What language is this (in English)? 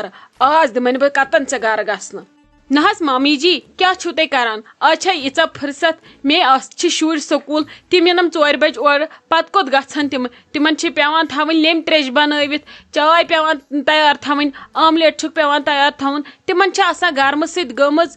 Kashmiri